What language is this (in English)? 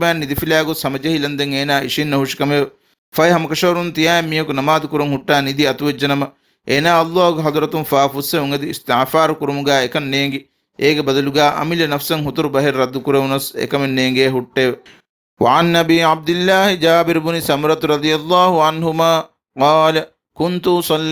Divehi